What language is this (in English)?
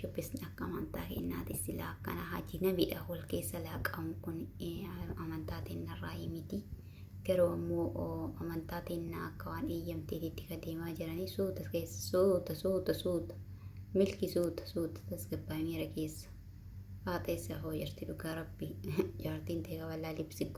Oromo